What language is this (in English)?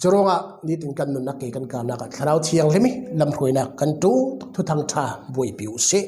Falam Chin